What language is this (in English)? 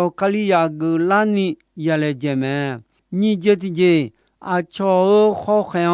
Akha